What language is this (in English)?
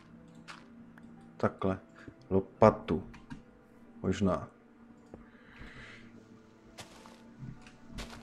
Czech